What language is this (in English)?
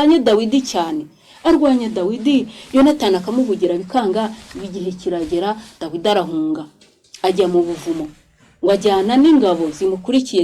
Kinyarwanda